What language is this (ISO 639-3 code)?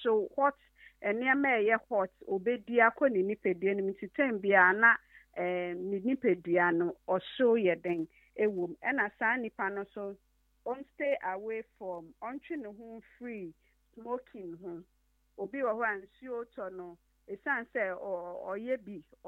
aka